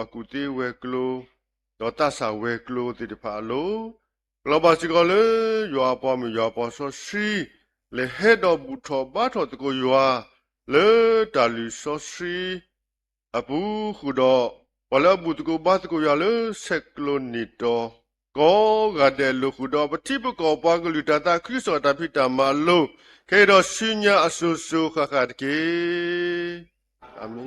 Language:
S'gaw Karen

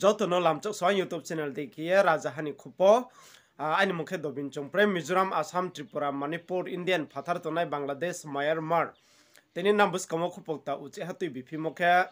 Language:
Riang (India)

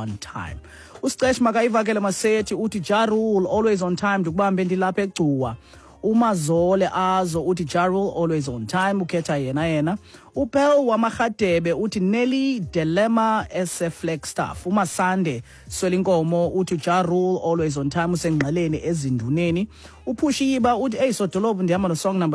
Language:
Xhosa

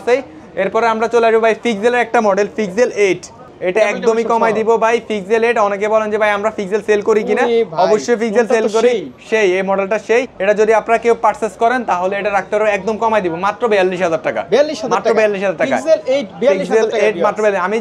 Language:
Bangla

